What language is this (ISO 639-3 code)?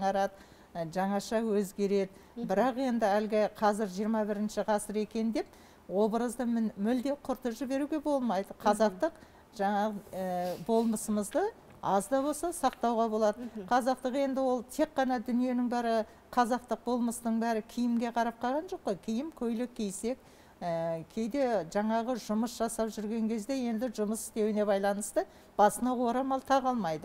kaz